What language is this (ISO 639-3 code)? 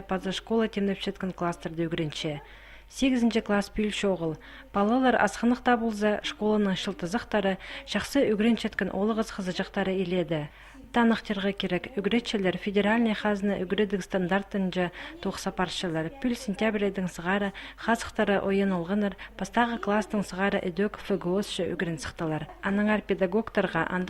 kjh